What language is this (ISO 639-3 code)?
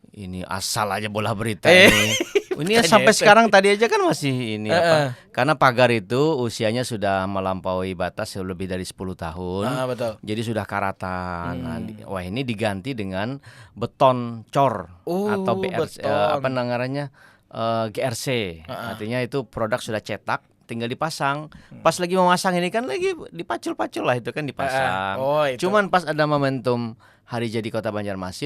bjn